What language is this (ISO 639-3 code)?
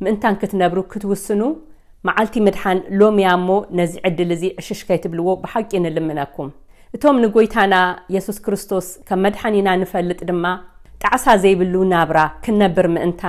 tir